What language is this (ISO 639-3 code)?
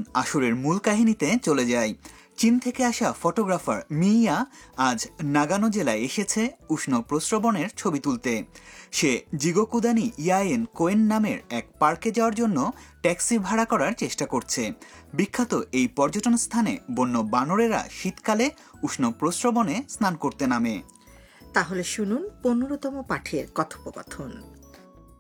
ben